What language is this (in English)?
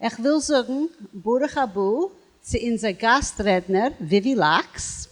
Yiddish